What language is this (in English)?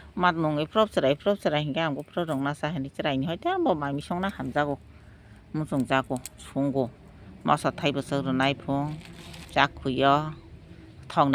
Kok Borok